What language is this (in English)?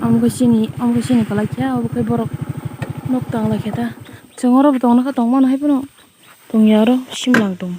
Kok Borok